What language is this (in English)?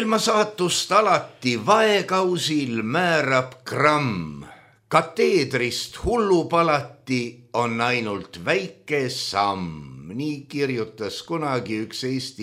Estonian